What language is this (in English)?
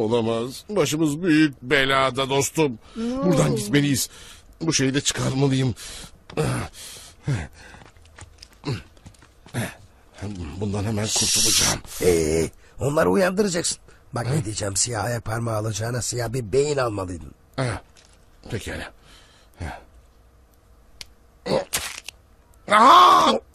Turkish